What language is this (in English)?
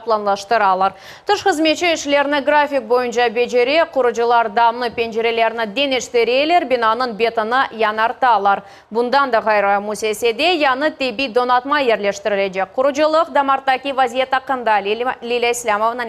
Crimean Tatar